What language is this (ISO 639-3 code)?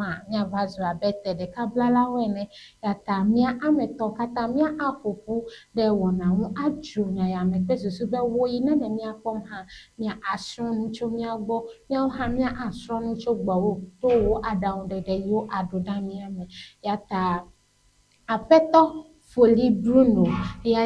ewe